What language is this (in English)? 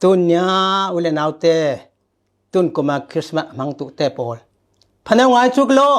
Falam Chin